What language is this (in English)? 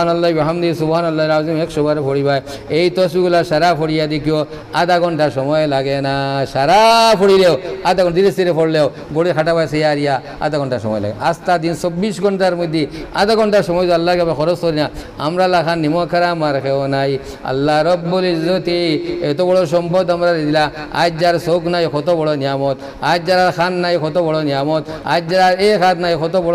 Sylheti